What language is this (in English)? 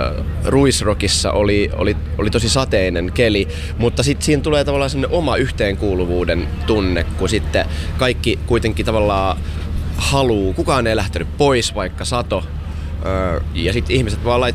Finnish